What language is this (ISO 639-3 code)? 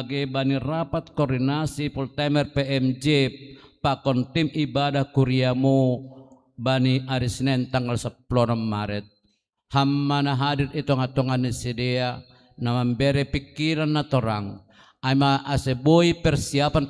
bts